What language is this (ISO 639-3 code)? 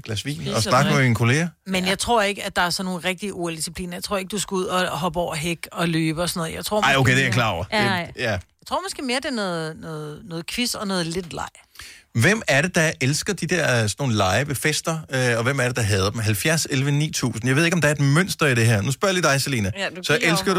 dan